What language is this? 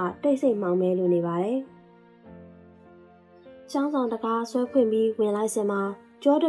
Burmese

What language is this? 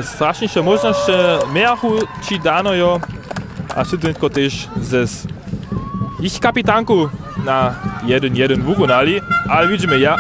Upper Sorbian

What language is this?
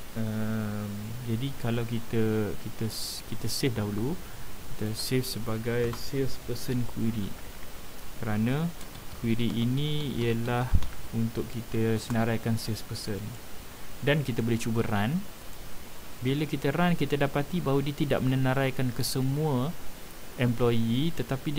Malay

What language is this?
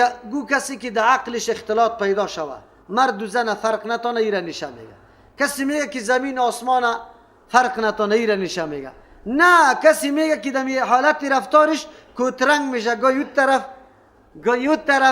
Persian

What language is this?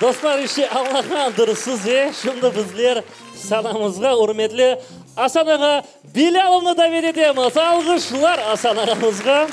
Crimean Tatar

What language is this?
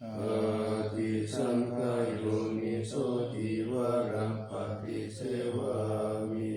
Pali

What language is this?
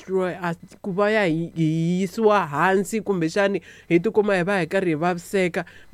Tsonga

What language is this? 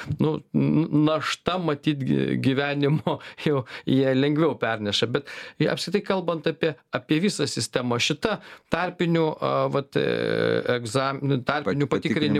Lithuanian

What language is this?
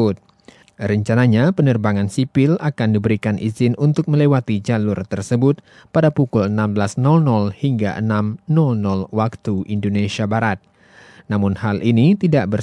Indonesian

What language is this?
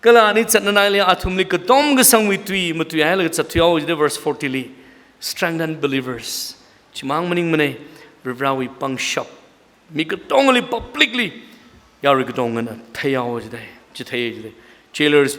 Tangkhul Naga (India)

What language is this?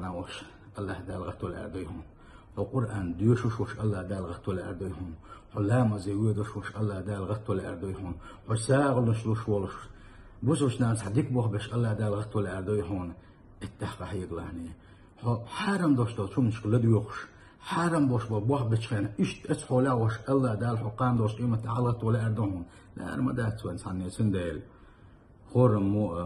Chechen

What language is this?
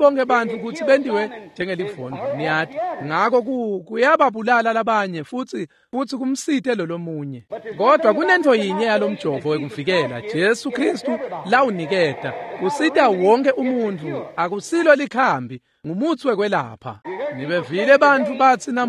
Swati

